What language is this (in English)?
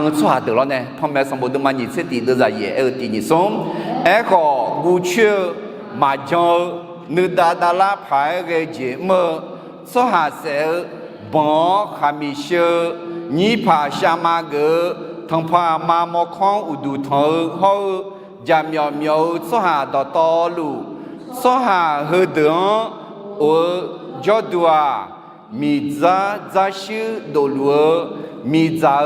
Akha